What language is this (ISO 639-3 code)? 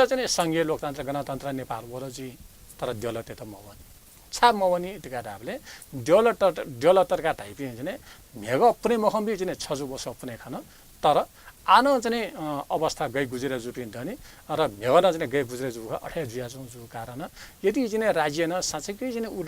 new